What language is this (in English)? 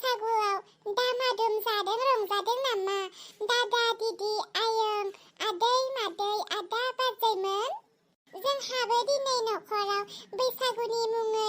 Bodo